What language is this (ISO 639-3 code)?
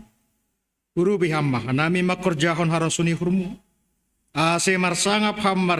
bts